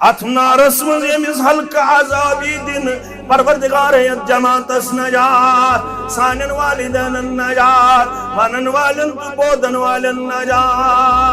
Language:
Kashmiri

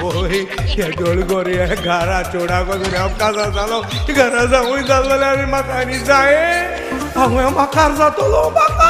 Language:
Konkani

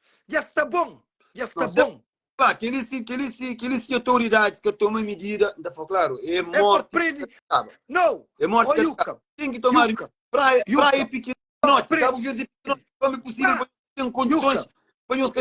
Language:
Kabuverdianu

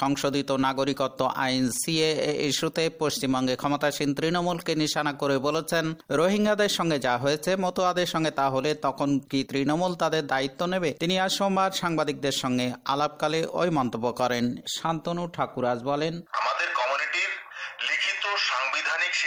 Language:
Bangla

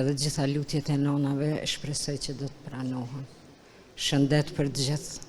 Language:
Albanian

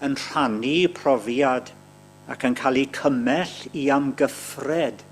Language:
Welsh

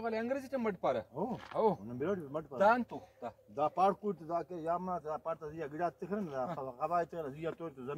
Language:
Brahui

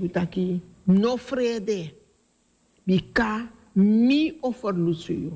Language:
Sranan Tongo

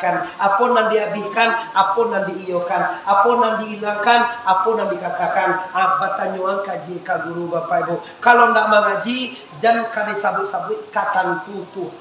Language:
Minangkabau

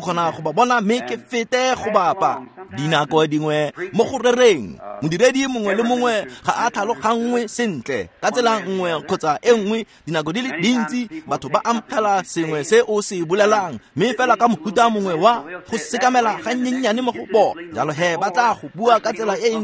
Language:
Tswana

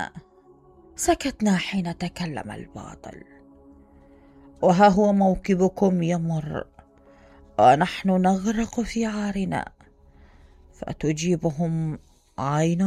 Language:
Mesopotamian Arabic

